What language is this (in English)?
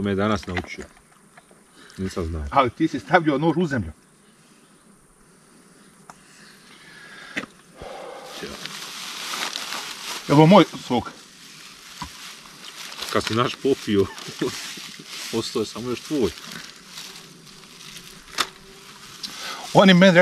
Bosnian